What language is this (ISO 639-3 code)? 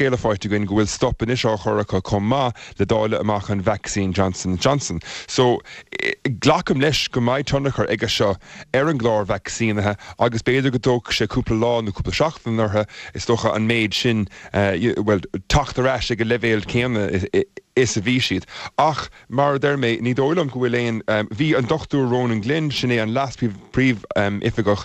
gle